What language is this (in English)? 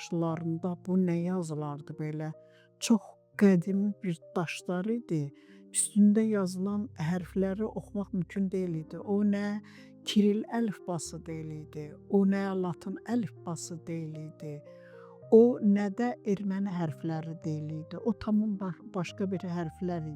Azerbaijani